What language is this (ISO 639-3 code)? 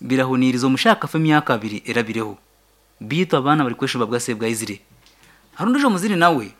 nyn